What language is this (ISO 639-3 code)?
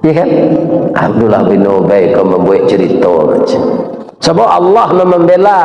min